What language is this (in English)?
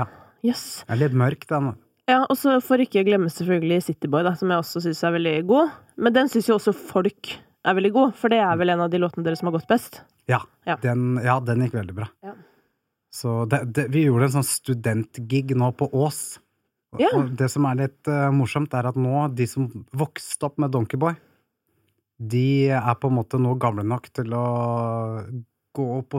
Norwegian